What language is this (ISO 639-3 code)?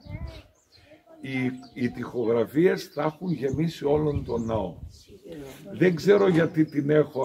ell